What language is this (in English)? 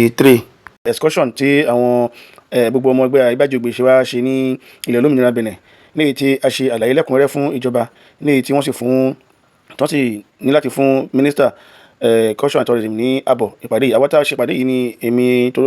Yoruba